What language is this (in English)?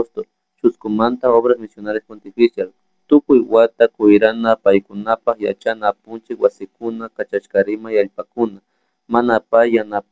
Chimborazo Highland Quichua